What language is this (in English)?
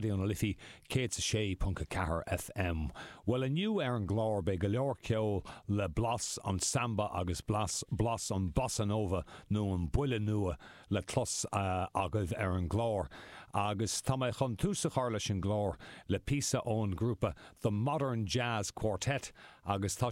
Irish